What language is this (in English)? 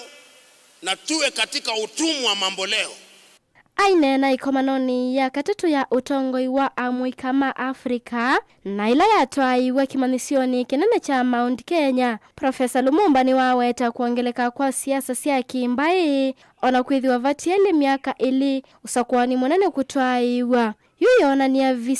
Kamba